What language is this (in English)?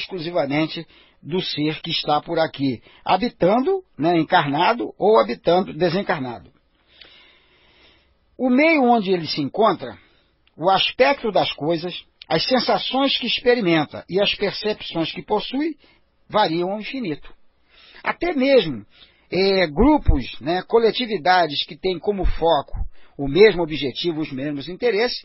Portuguese